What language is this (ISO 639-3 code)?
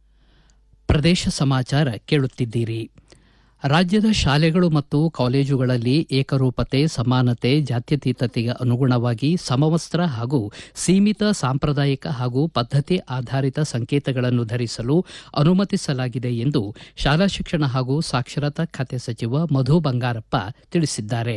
kan